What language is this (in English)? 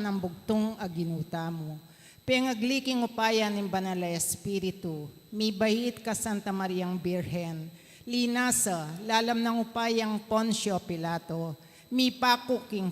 Pampanga